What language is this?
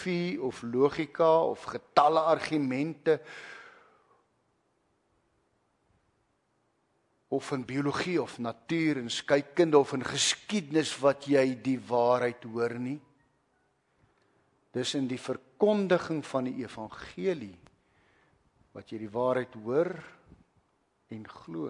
Afrikaans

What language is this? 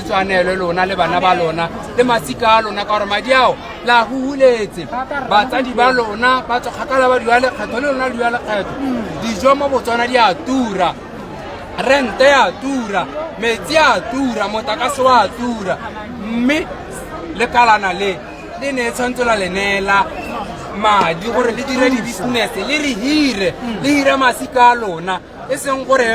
Tswana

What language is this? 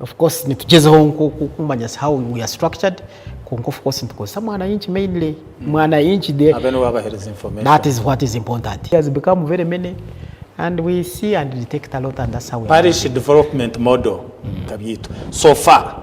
Nyankole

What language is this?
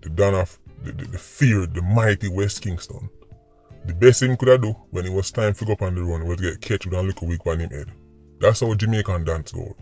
Jamaican Creole English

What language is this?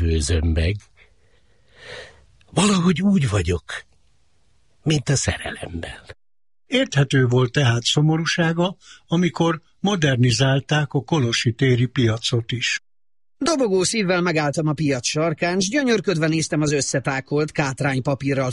Hungarian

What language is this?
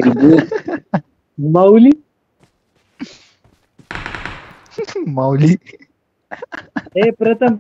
Marathi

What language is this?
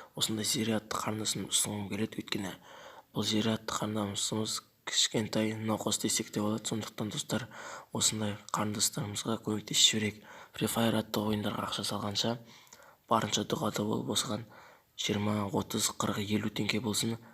Kazakh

